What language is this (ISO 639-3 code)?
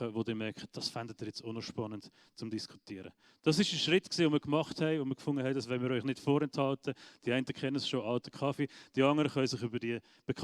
gsw